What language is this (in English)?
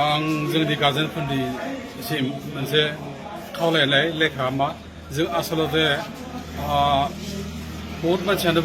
Bodo